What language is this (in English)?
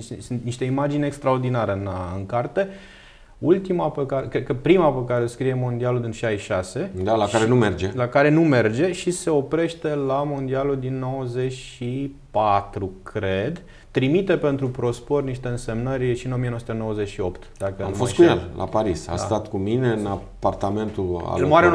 Romanian